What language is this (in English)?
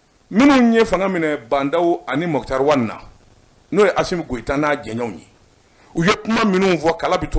Bambara